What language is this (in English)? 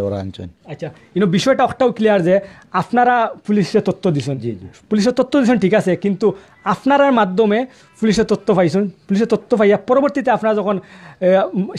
Sylheti